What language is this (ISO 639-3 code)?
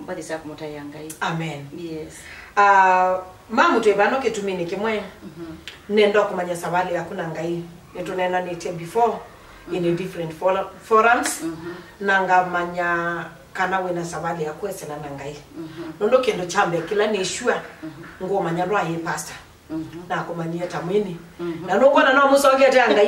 kam